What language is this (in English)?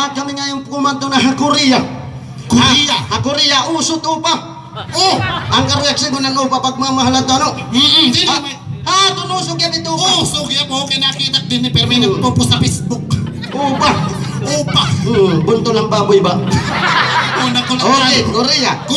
Waray